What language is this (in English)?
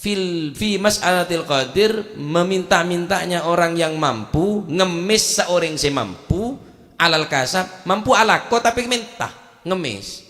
Madurese